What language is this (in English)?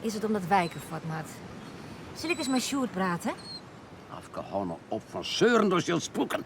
Western Frisian